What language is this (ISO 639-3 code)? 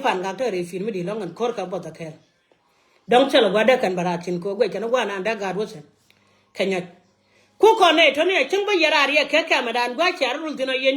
nus